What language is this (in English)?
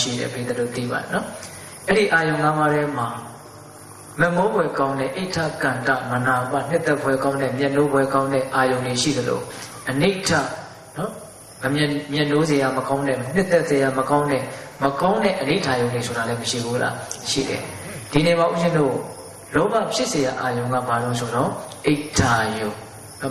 Burmese